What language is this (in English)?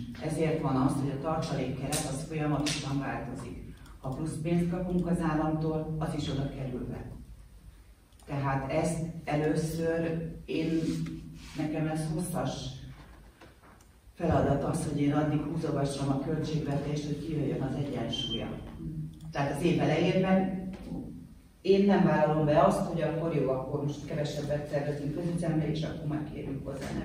Hungarian